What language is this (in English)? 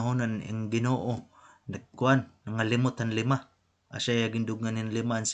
Waray